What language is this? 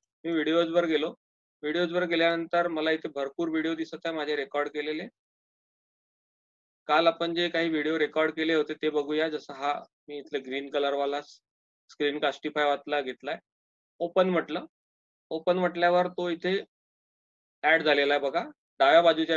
Marathi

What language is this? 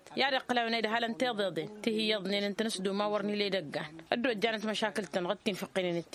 Tamasheq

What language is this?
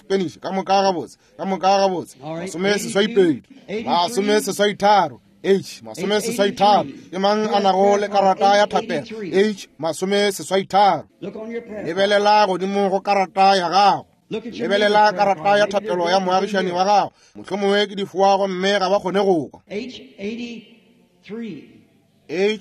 Northern Sotho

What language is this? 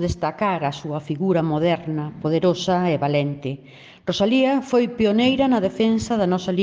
Galician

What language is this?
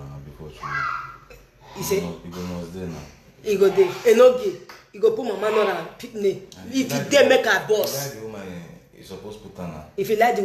Nigerian Pidgin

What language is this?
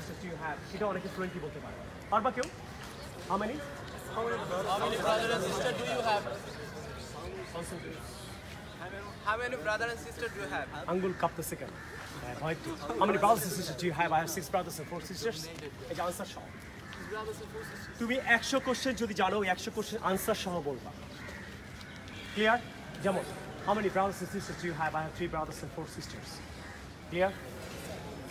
Bangla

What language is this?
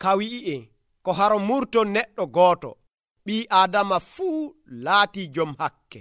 Nigerian Fulfulde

